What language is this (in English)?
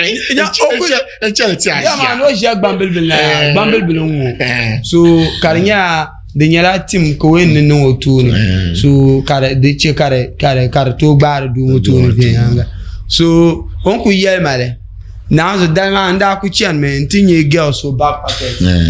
Dagbani